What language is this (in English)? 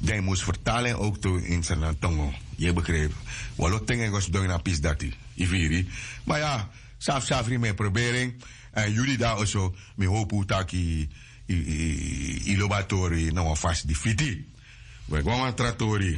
Sranan Tongo